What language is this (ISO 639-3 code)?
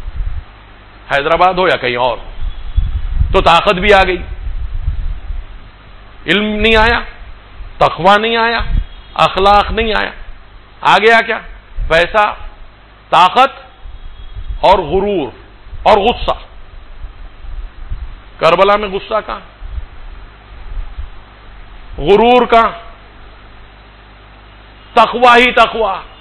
urd